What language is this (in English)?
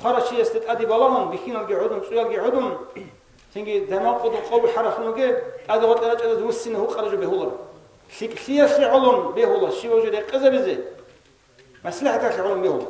Avaric